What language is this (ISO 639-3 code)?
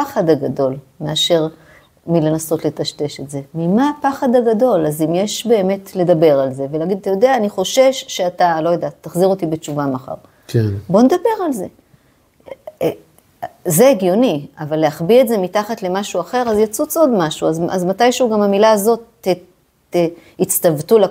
heb